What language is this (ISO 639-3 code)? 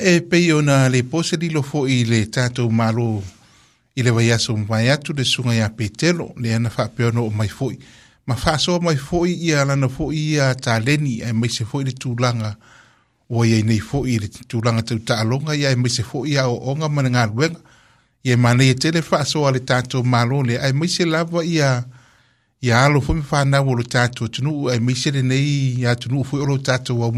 smo